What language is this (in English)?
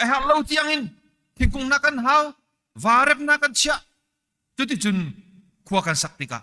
Hakha Chin